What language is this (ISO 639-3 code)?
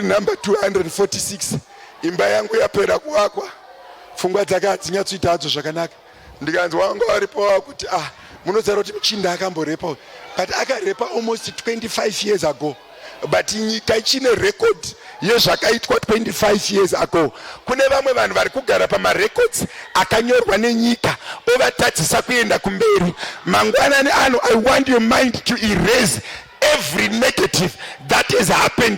sna